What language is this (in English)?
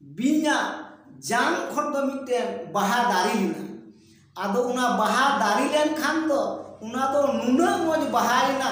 Santali